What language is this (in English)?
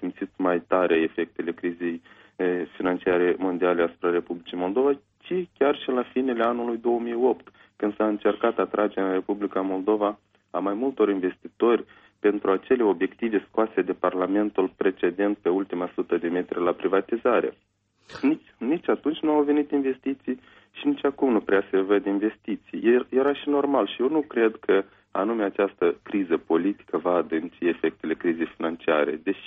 Romanian